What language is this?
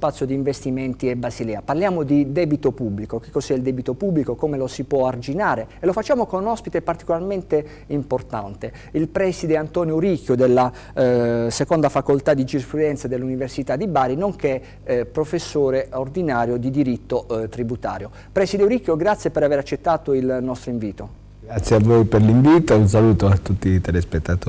Italian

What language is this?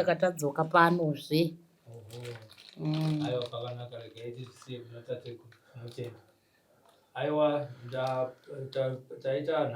Shona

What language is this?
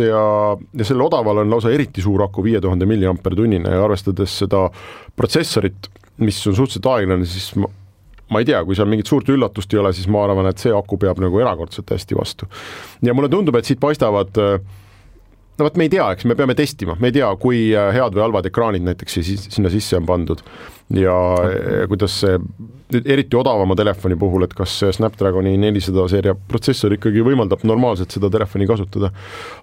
Estonian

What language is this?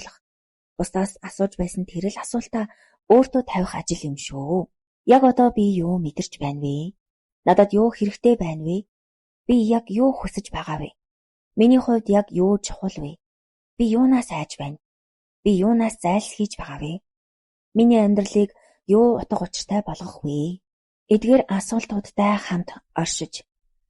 Mongolian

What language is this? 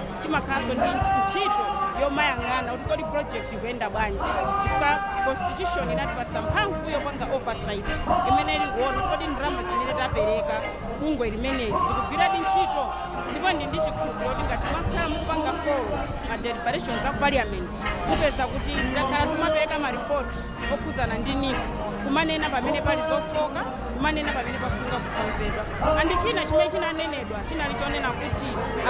Nyanja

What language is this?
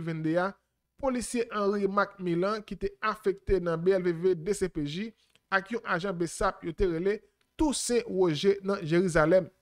Haitian Creole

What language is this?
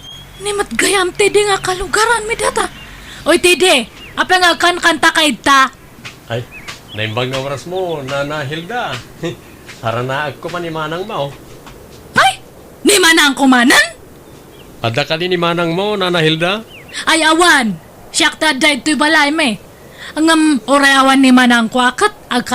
Iloko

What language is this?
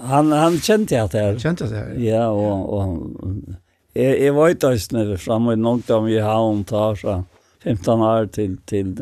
Faroese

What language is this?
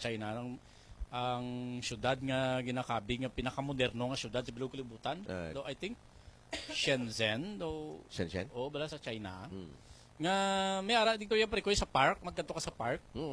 Hiligaynon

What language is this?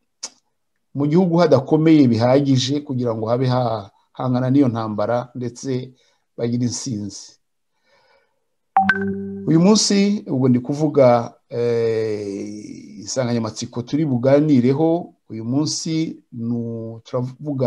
Kinyarwanda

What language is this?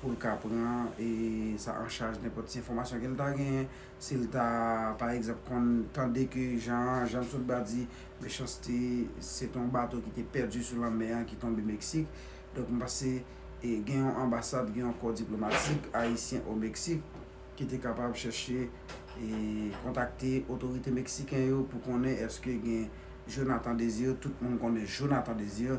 Haitian Creole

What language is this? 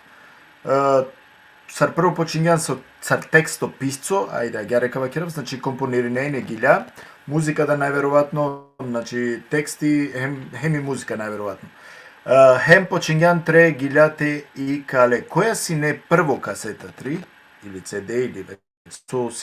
Balkan Romani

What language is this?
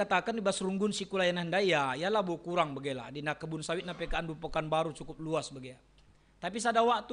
Batak Karo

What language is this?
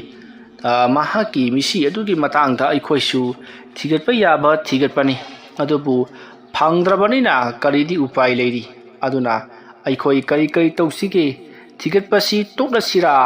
Manipuri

